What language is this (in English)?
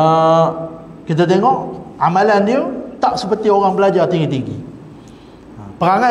Malay